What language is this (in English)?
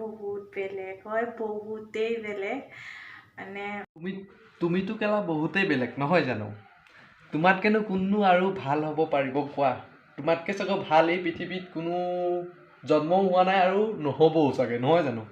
Assamese